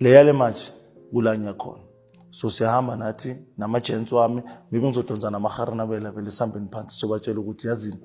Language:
Zulu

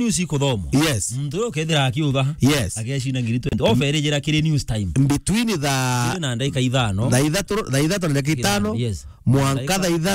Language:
Meru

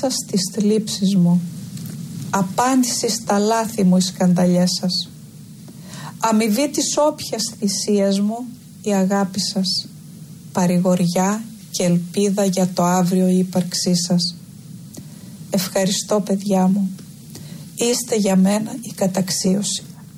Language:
Greek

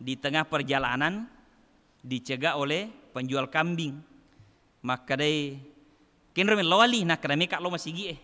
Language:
Buginese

